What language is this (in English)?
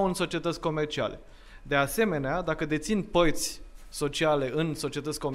Romanian